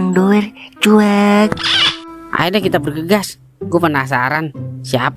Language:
Betawi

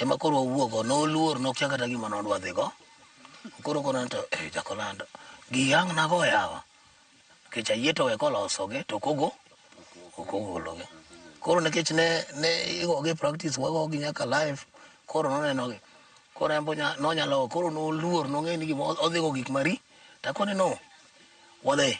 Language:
Luo (Kenya and Tanzania)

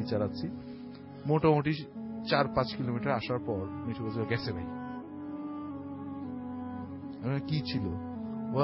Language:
Bangla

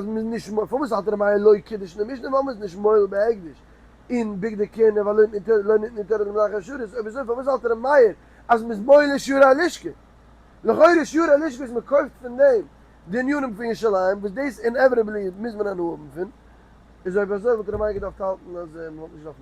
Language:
Yiddish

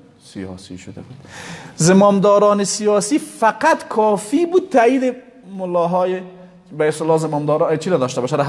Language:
Persian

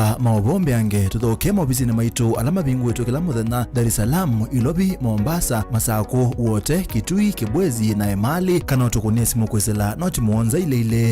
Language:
Kamba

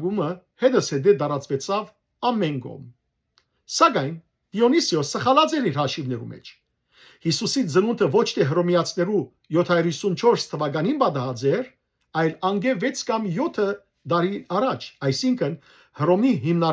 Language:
Western Armenian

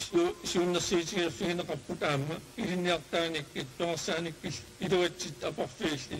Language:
Kalaallisut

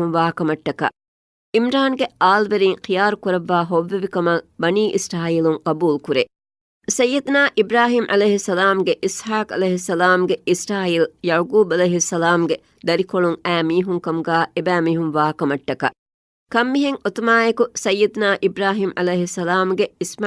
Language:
Divehi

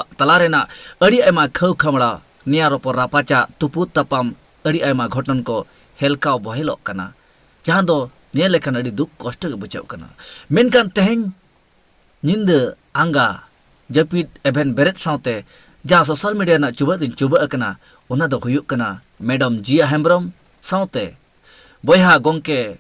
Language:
Santali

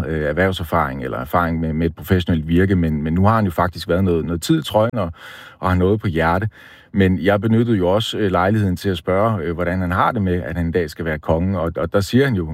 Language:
Danish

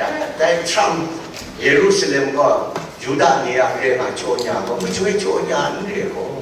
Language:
Kachin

